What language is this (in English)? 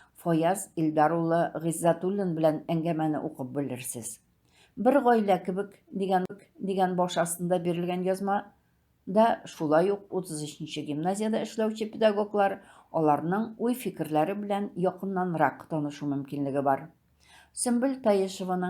Tatar